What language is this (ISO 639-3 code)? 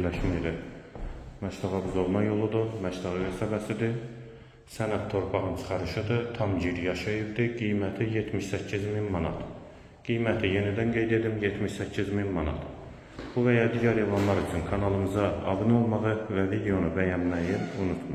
aze